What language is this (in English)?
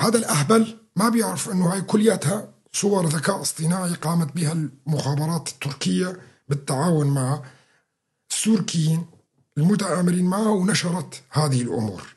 North Levantine Arabic